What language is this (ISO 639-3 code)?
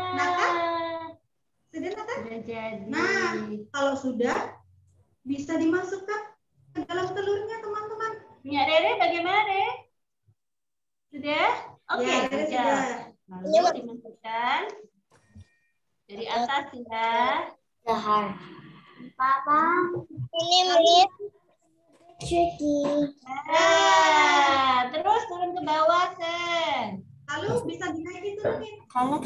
ind